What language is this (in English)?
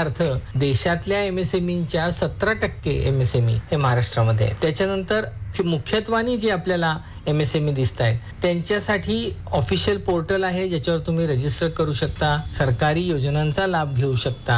Marathi